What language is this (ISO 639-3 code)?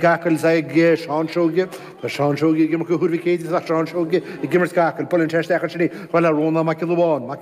gle